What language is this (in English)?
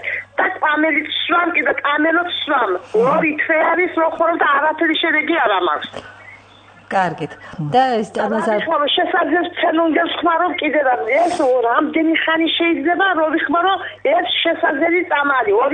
Georgian